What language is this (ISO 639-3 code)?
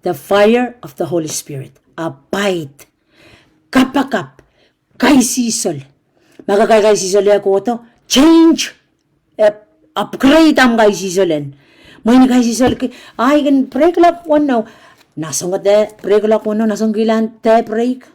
pon